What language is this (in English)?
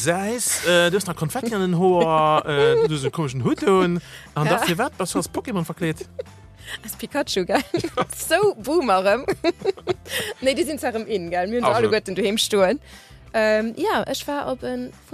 Luxembourgish